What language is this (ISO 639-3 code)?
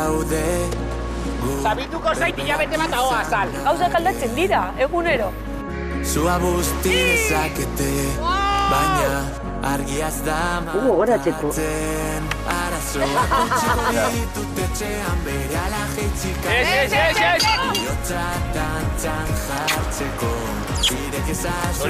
eus